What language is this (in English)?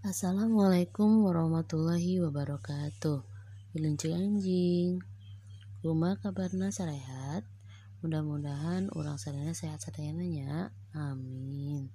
Sundanese